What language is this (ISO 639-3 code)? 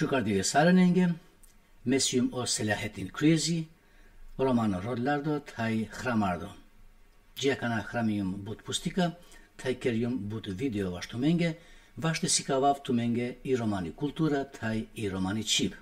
rmn